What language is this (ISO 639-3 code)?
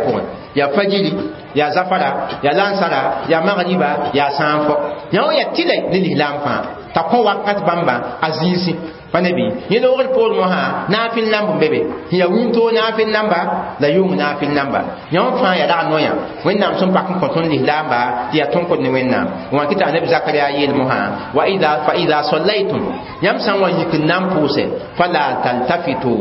mos